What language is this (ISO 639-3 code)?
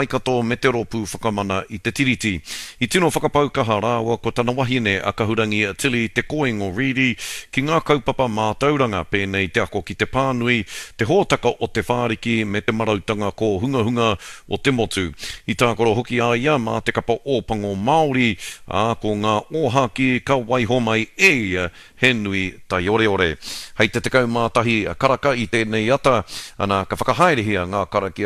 mri